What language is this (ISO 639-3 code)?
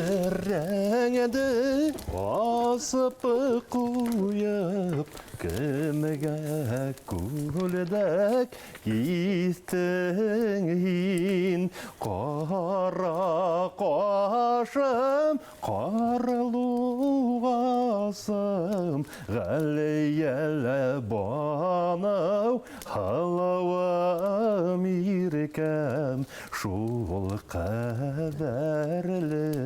bak